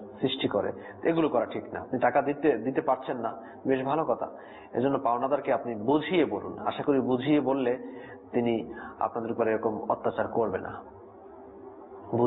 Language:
Bangla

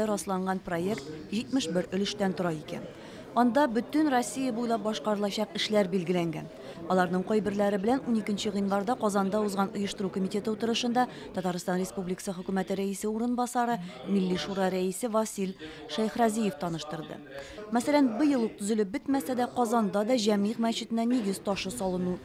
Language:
Tatar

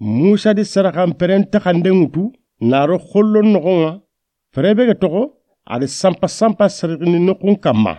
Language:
Soninke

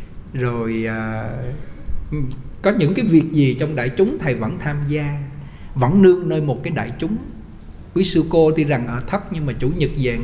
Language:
Vietnamese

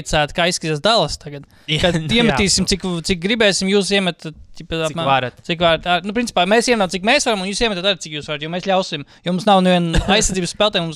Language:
Latvian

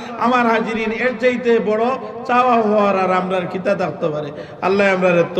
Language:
Sylheti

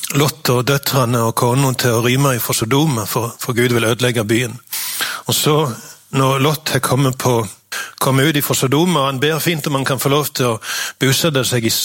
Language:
Norwegian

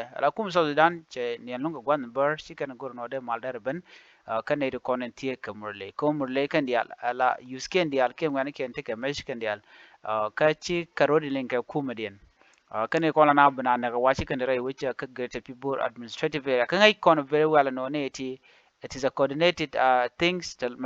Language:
Nuer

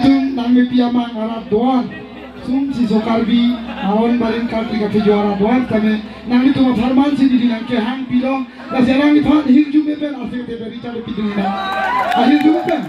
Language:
Karbi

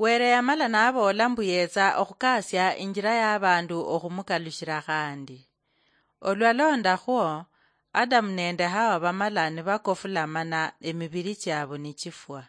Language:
Luyia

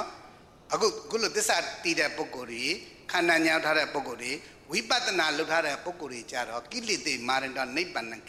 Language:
Burmese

